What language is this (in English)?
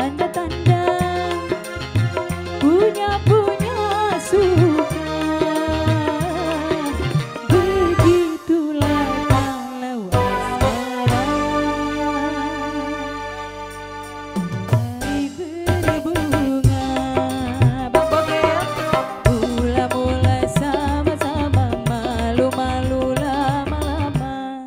Indonesian